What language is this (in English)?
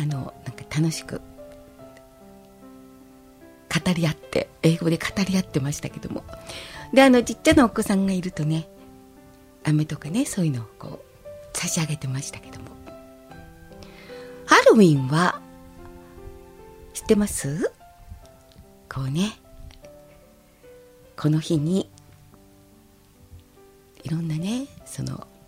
Japanese